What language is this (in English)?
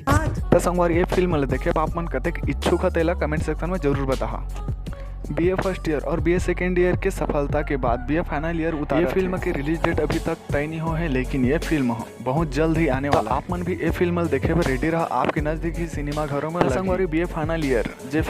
Chhattisgarhi